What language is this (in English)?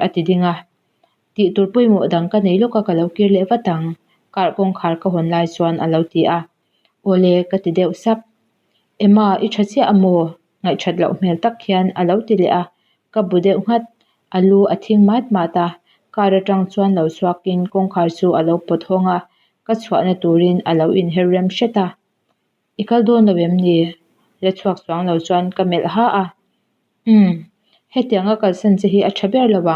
Mizo